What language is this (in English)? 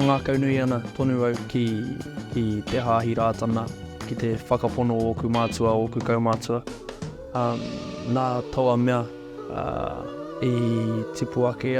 Māori